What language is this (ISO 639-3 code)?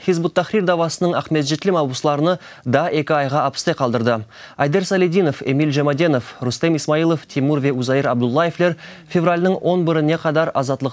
crh